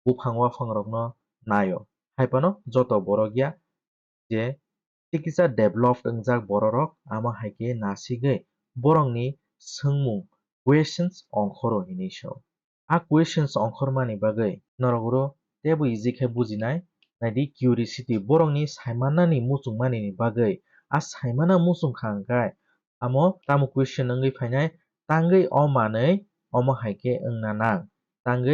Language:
Kok Borok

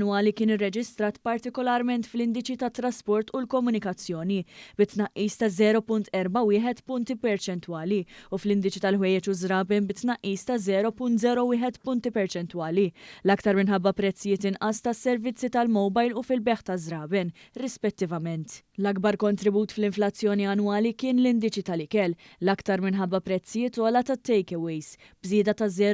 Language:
Maltese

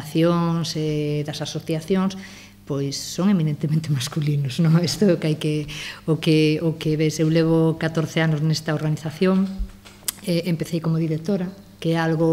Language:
Galician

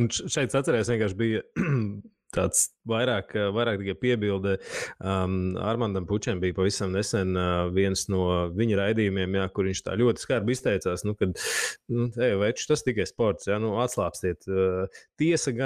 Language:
Latvian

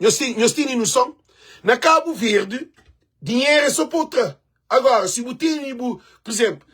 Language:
Kabuverdianu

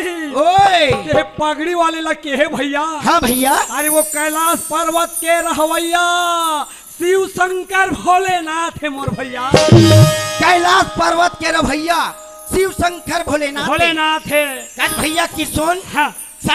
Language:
Chhattisgarhi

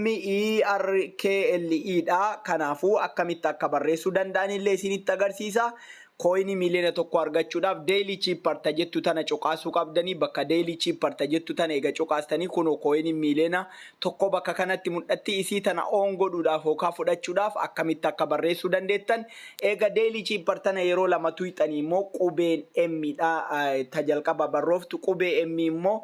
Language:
Oromo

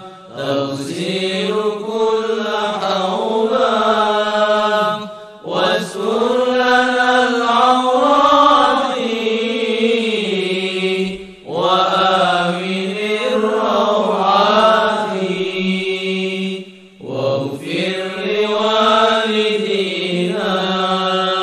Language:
Arabic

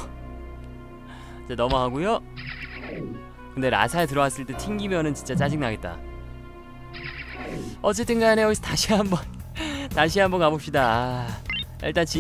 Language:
Korean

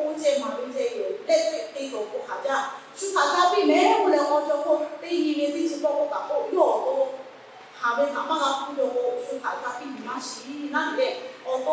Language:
Lahu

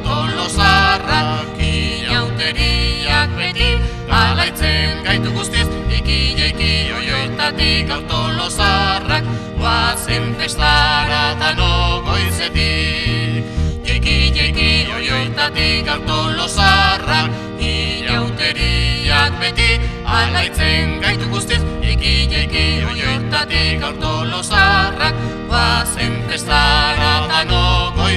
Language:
Basque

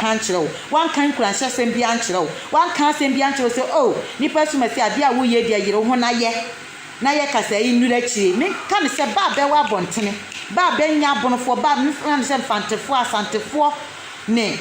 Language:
Akan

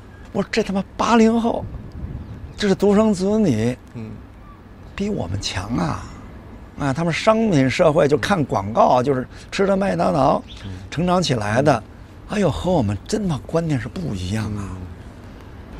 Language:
Chinese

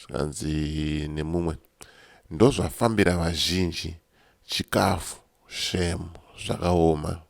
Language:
Shona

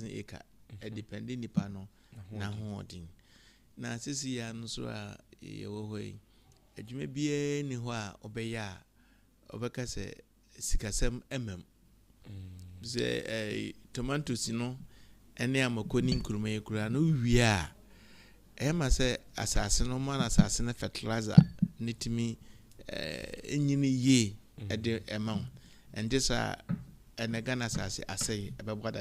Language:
Akan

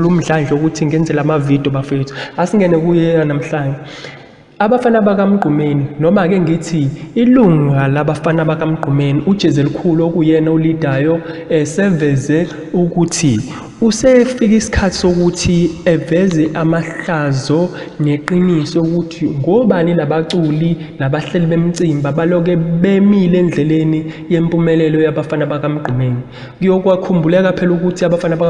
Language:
Zulu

